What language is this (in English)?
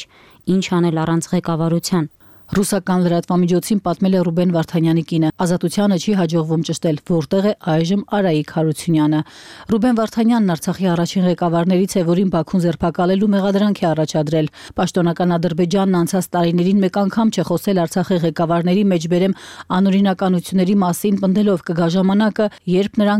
Armenian